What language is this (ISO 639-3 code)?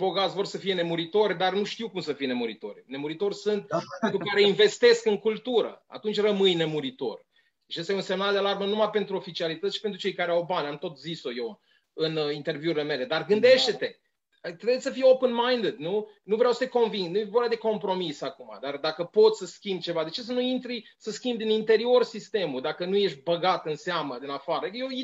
ron